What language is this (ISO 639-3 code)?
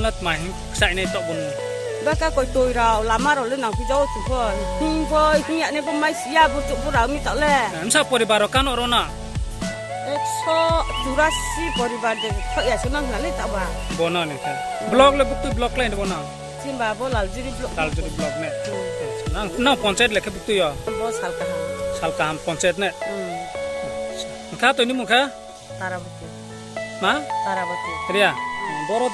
ria